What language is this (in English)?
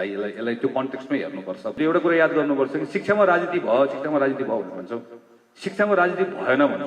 Nepali